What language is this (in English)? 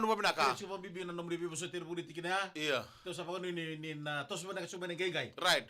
Fijian